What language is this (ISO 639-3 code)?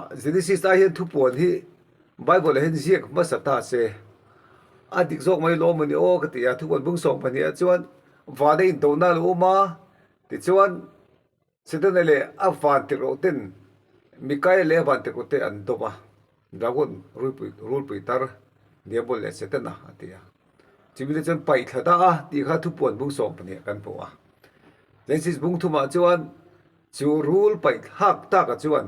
lus